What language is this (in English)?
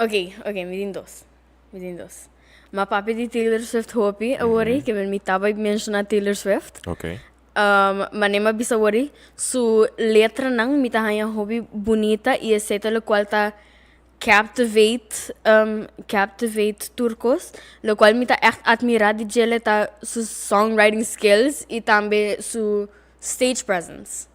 Papiamento